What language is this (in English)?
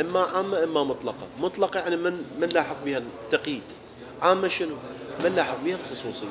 Mesopotamian Arabic